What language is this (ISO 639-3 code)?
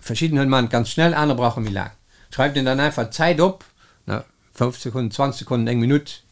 ltz